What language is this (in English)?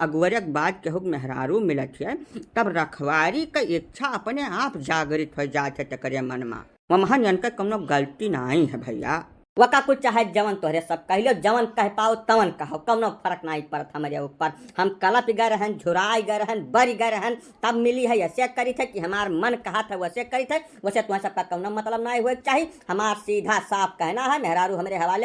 Awadhi